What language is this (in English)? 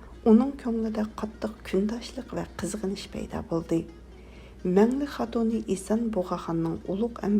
Uyghur